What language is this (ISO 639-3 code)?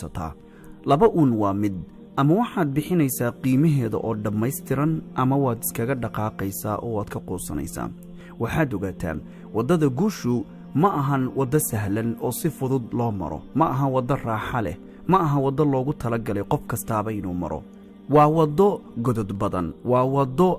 som